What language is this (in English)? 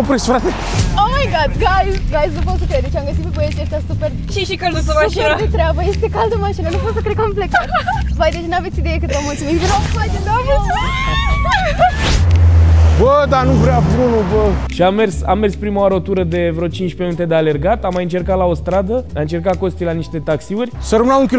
Romanian